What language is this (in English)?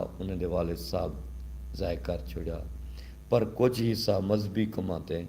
Saraiki